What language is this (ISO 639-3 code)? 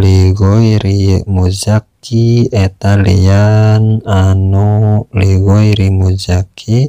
sun